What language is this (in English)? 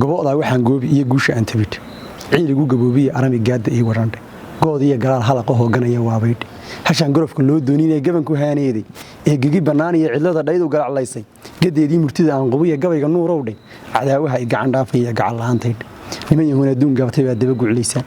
Somali